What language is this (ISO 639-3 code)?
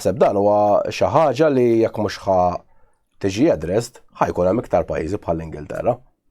mlt